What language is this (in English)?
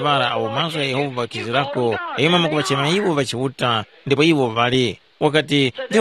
Tumbuka